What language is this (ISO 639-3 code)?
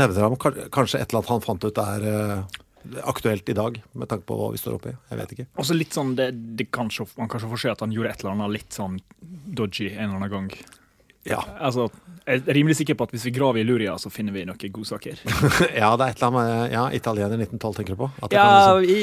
nor